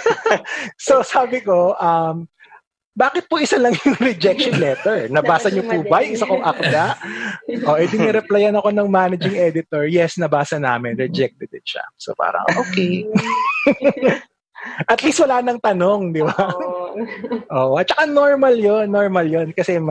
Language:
Filipino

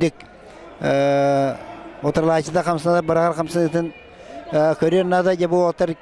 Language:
Yakut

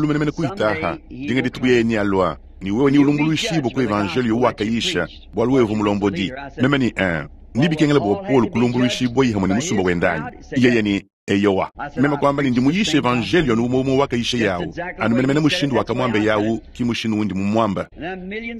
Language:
Luba-Lulua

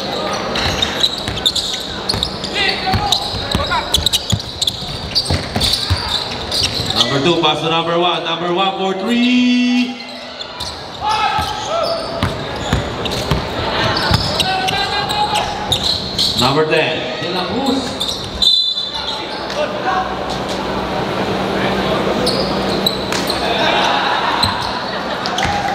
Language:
Filipino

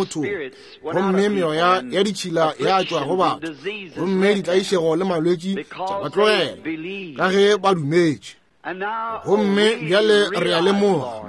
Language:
Northern Sotho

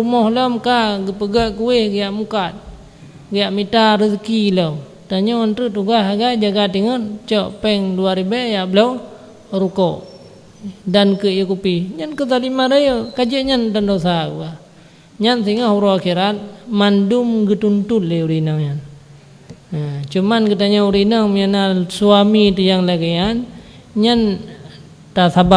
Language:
Achinese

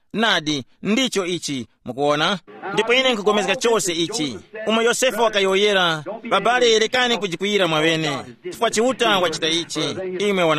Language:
Tumbuka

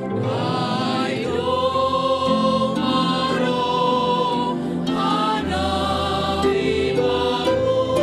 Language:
Batak Simalungun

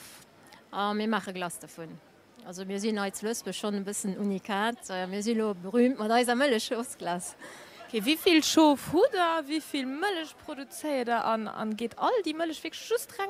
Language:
Luxembourgish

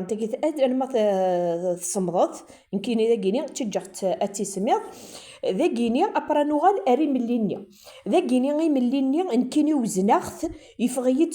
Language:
Kabyle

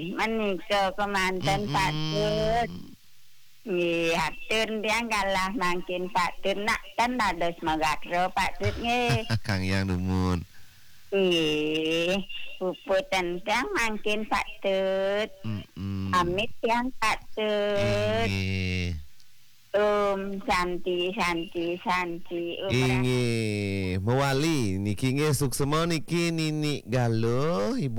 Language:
Balinese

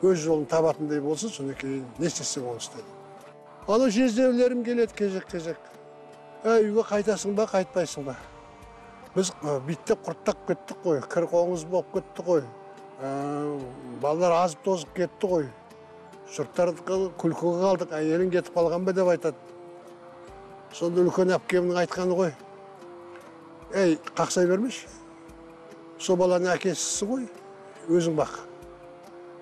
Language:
Kazakh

